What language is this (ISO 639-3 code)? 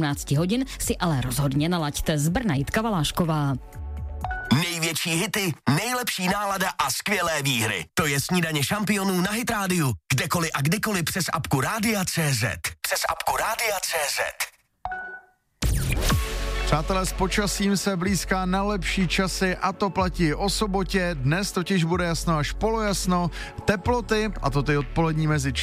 ces